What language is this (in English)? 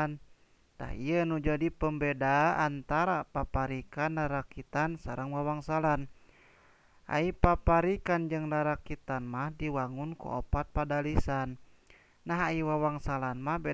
Sundanese